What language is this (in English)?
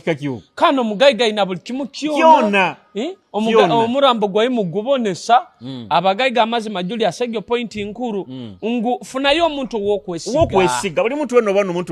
Nyoro